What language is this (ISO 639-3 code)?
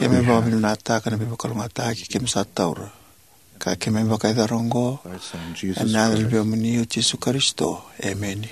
fij